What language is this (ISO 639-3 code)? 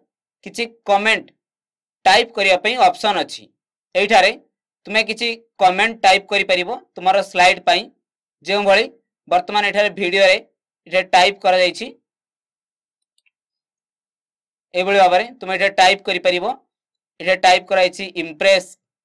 ori